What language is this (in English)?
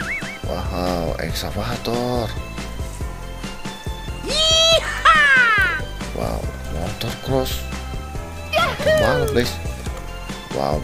Indonesian